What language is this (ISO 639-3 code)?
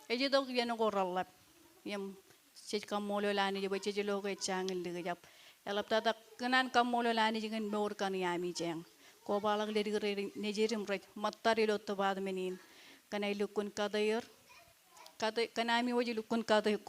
mah